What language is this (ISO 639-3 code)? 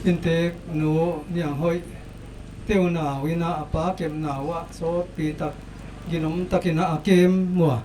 pck